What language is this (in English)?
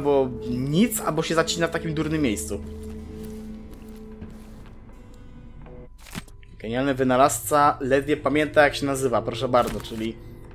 Polish